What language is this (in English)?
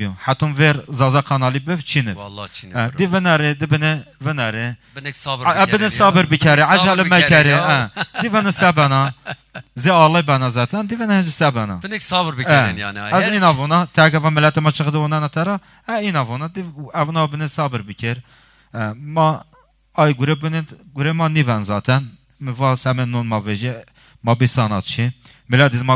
Zaza